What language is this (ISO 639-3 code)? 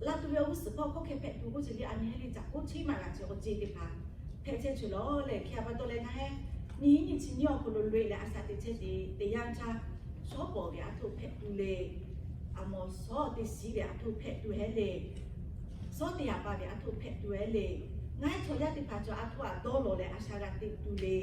lhu